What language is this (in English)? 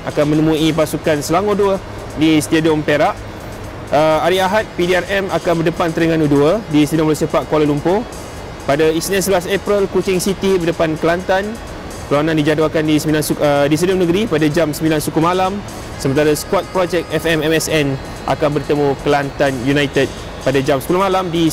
Malay